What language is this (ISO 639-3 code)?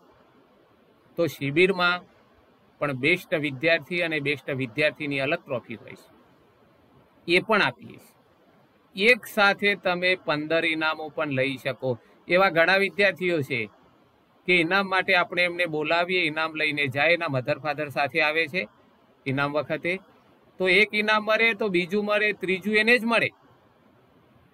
guj